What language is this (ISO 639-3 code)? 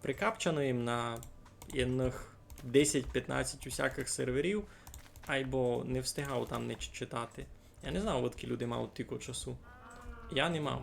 rue